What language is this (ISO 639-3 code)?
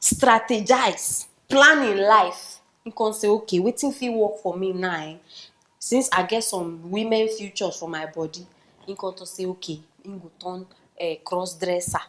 pcm